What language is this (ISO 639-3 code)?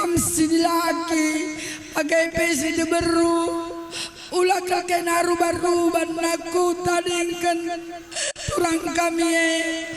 btx